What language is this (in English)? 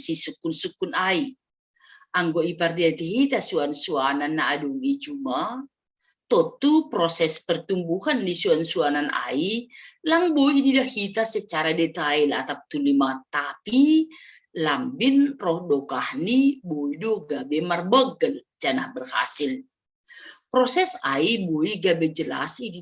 Batak Simalungun